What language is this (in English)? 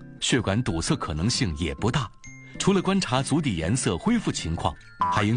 Chinese